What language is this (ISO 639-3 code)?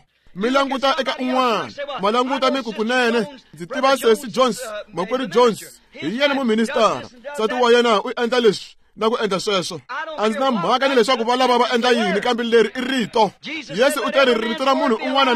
tso